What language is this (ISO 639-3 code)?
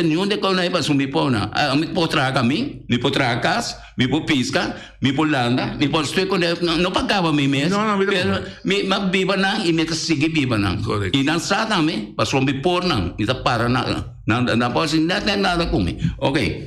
pap